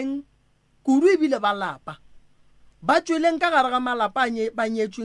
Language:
Northern Sotho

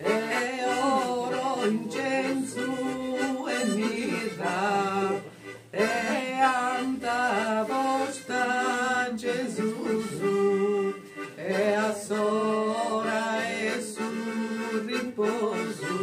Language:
Sardinian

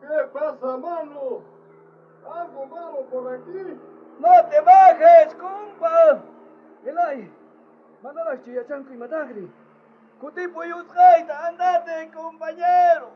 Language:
South Bolivian Quechua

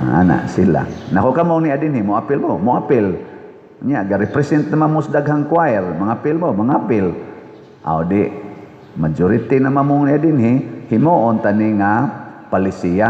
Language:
Cebuano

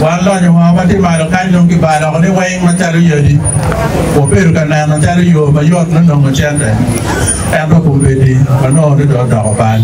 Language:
Acoli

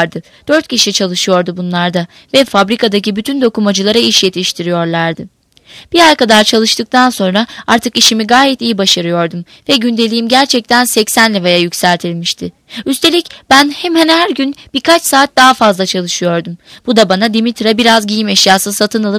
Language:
Turkish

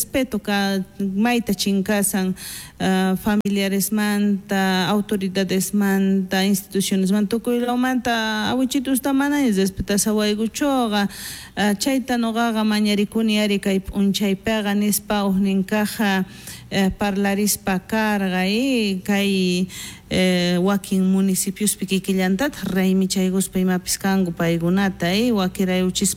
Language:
South Bolivian Quechua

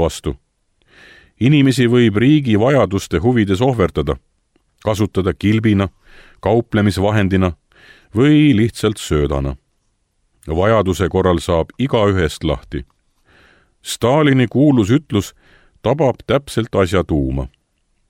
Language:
Estonian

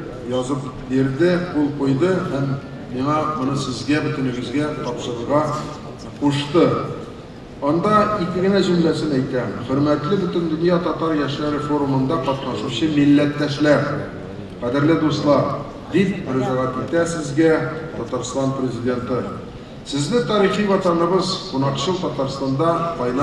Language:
Tatar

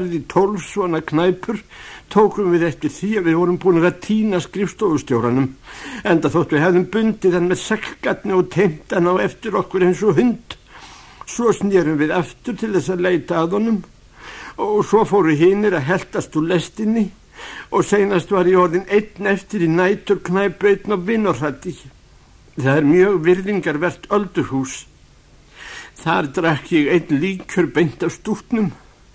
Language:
Icelandic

